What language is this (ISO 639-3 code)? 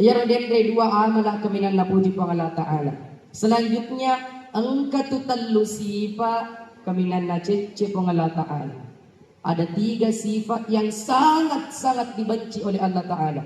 bug